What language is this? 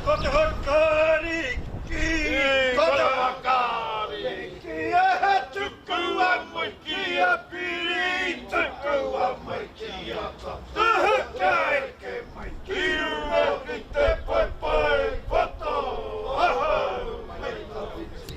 Māori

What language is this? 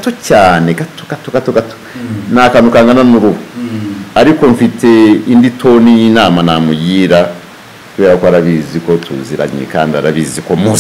Kinyarwanda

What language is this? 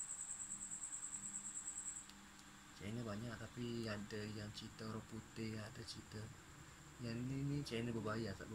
Malay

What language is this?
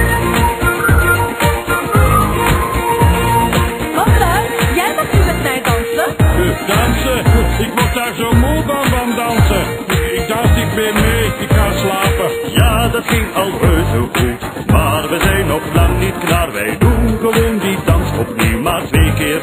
Dutch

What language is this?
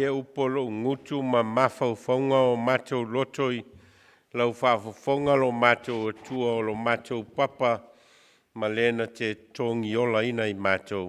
Samoan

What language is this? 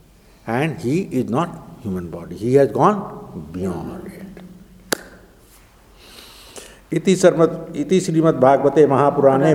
English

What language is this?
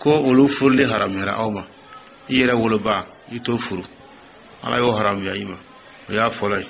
Dyula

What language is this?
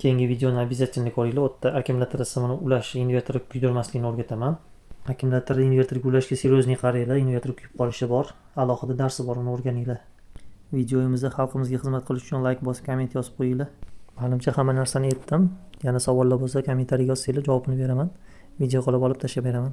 Uzbek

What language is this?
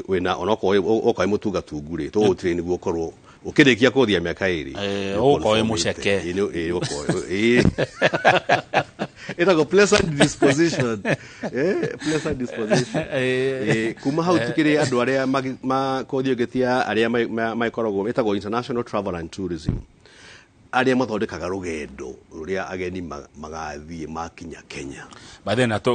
Kikuyu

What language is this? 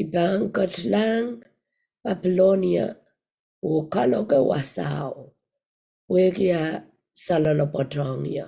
Pohnpeian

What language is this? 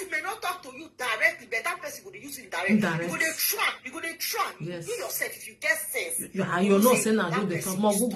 Nigerian Pidgin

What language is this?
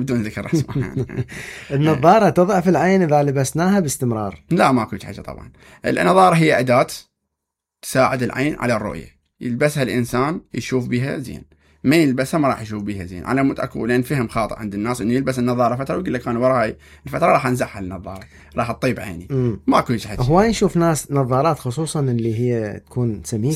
Mesopotamian Arabic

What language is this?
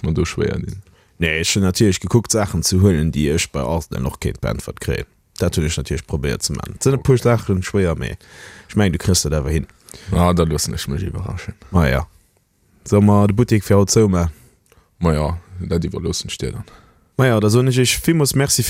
Luxembourgish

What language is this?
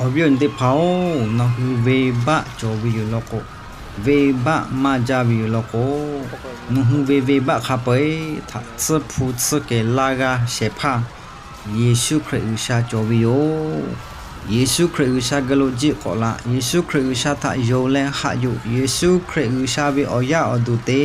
Lahu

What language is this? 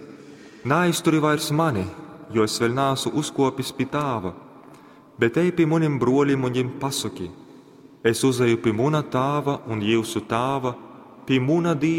Latgalian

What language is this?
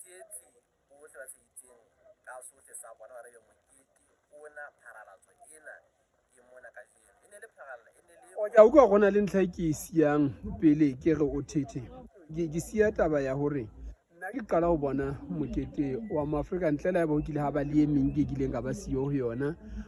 Southern Sotho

